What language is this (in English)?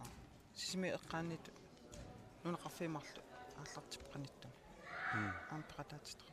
Kalaallisut